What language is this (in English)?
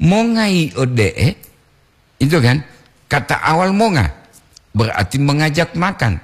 Gorontalo